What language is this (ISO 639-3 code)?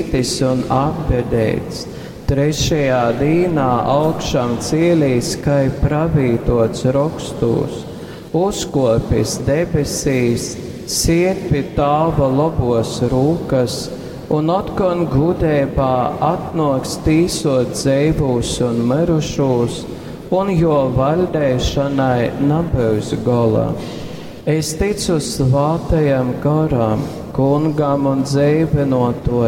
ltg